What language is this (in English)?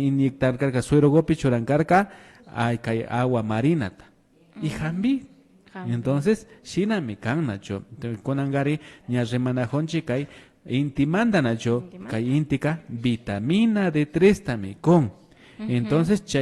Imbabura Highland Quichua